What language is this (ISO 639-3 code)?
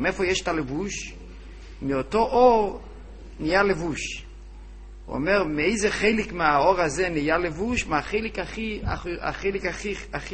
heb